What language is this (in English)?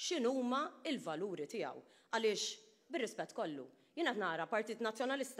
Maltese